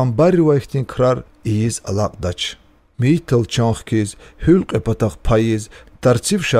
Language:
Lezghian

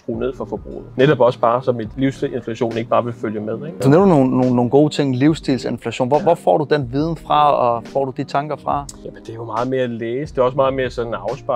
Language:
Danish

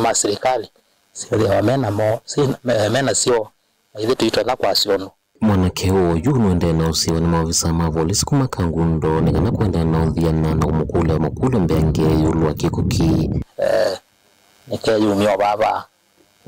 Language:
Kamba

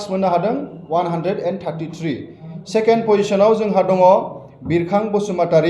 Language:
Bodo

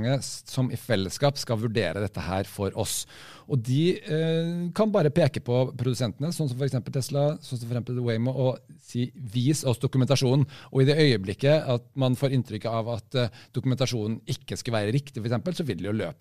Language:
Norwegian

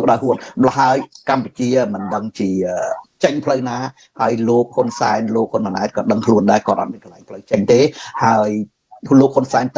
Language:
Khmer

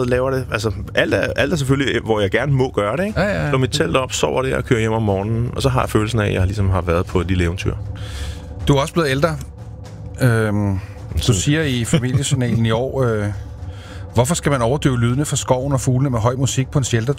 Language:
Danish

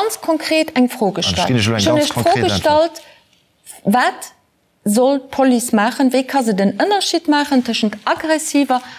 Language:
Luxembourgish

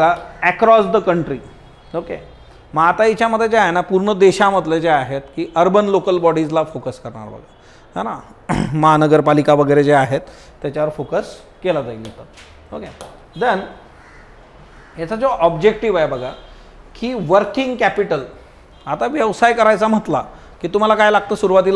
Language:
Marathi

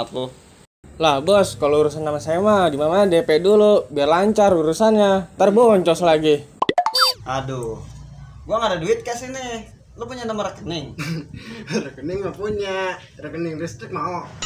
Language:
Betawi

